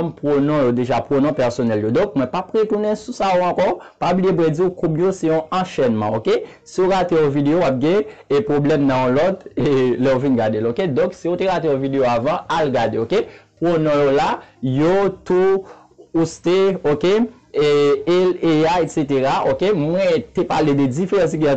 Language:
Haitian Creole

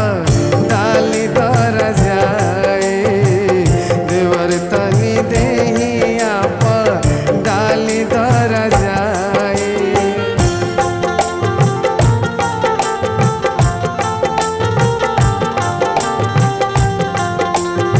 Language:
Bhojpuri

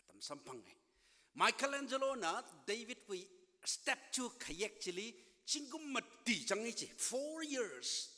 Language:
Tangkhul Naga (India)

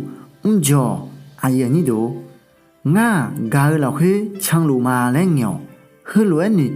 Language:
Akha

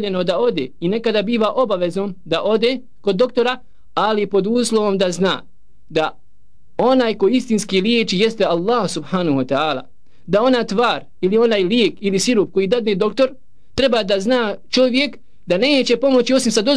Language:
Bosnian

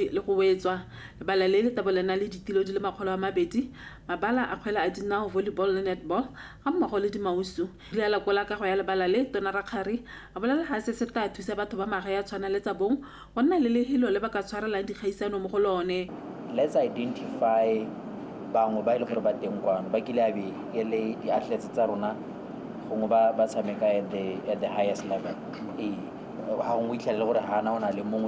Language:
Tswana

